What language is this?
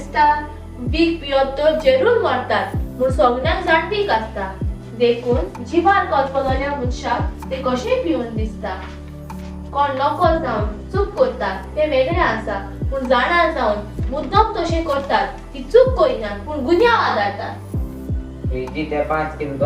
Konkani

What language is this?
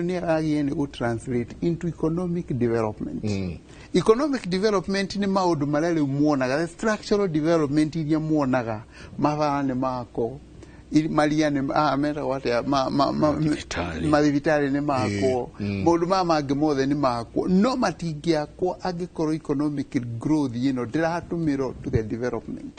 Kikuyu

